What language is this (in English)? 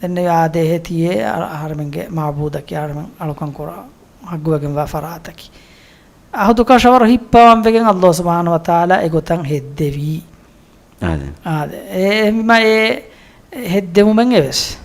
Divehi